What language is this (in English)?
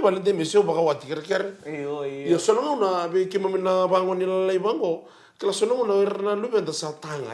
Fijian